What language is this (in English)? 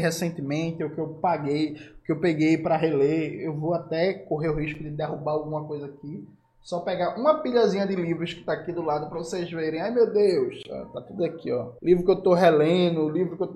Portuguese